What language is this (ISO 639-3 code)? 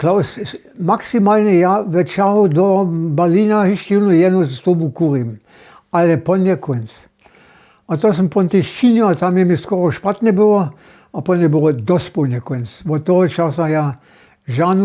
hsb